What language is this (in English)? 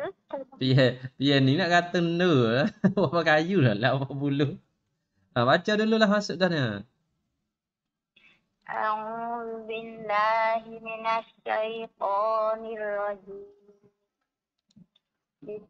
Malay